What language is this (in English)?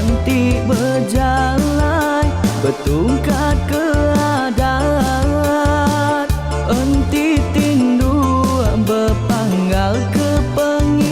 Iban